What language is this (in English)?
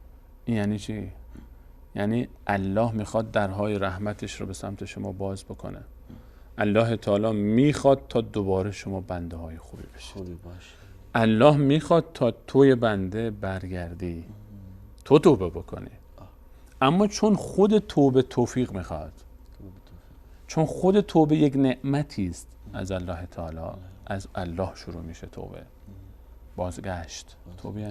Persian